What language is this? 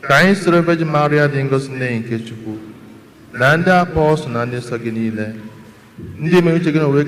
Igbo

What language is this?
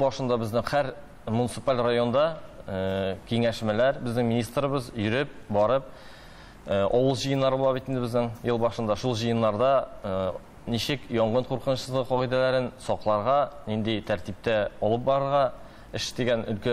Tatar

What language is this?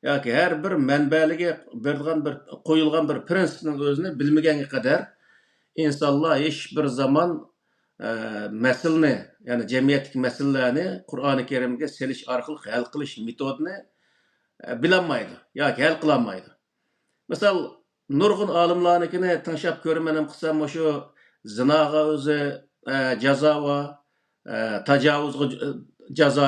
Uyghur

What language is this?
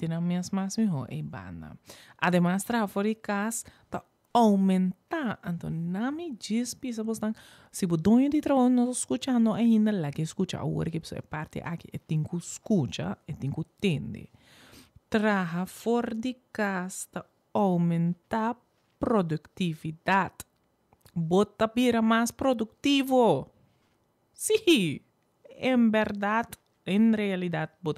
Papiamento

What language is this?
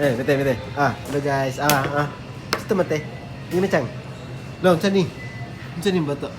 Cebuano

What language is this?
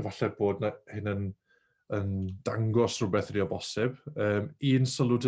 Welsh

